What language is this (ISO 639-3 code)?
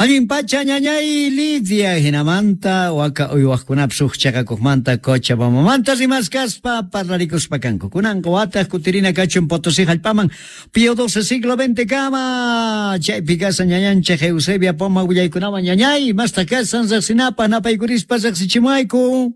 quh